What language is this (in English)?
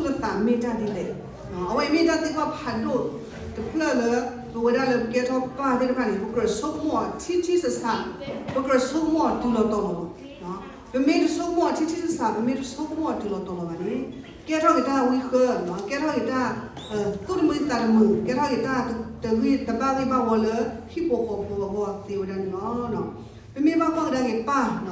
S'gaw Karen